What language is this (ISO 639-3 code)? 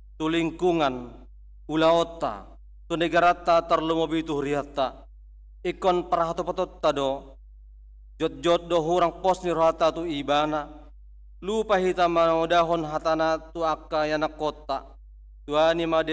bbc